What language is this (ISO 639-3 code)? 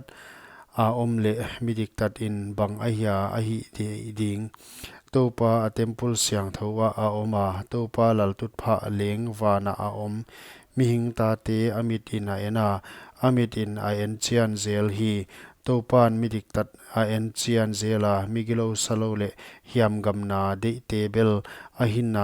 pck